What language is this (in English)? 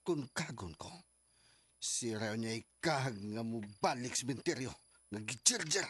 Cebuano